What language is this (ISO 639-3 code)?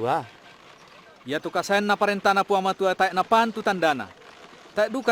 sda